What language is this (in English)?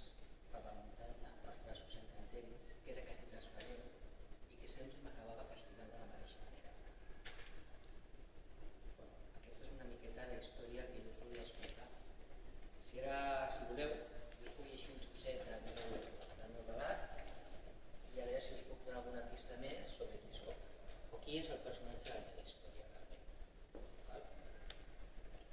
Catalan